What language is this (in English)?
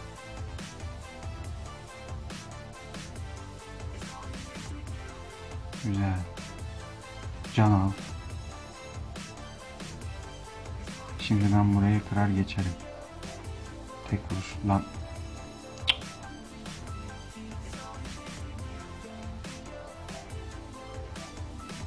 Turkish